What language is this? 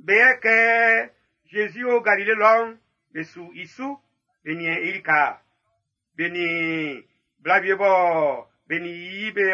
Baoulé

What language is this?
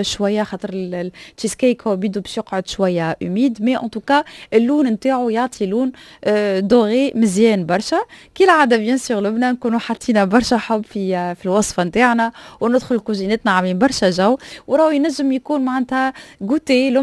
Tunisian Arabic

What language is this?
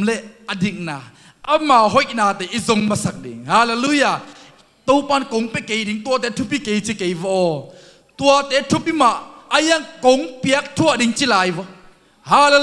Tedim Chin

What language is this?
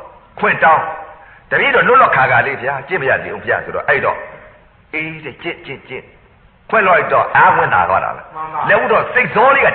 Burmese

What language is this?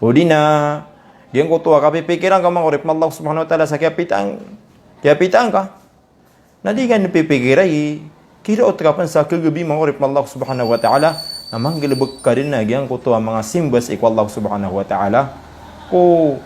Maranao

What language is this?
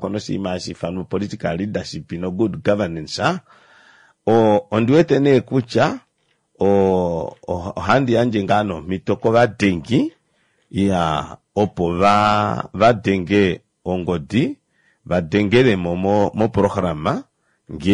Kuanyama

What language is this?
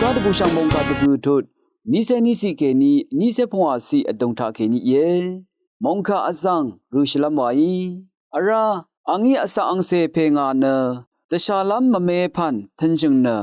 Rawang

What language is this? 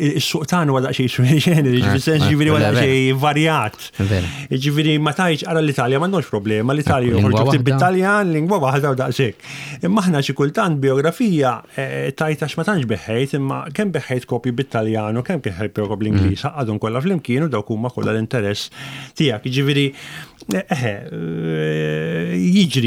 Maltese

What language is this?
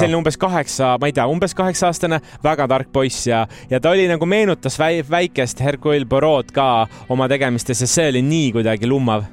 Estonian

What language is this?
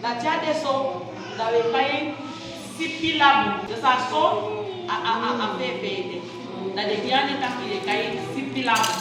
Saramaccan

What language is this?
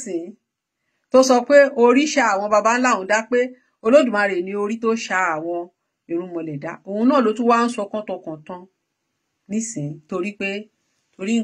Yoruba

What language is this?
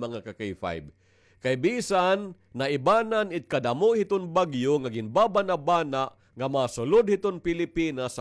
Waray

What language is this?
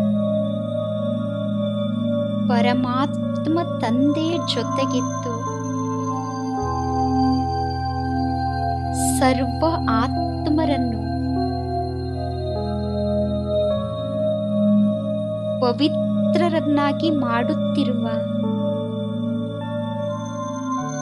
Kannada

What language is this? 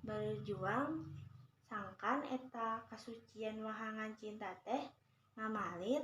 Sundanese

